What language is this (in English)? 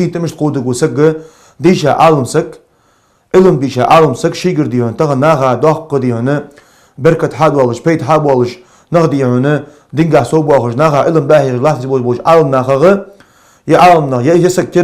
Ingush